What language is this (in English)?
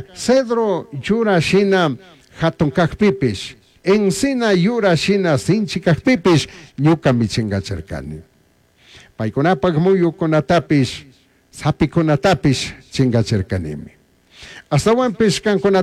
Chimborazo Highland Quichua